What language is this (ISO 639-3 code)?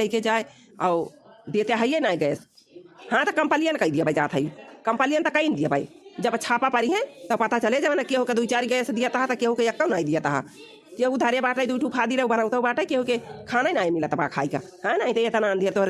awa